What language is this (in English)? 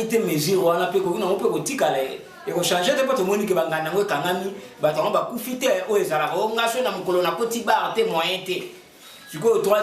Lingala